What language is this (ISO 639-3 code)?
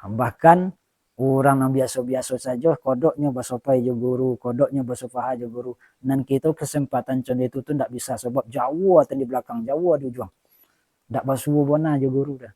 min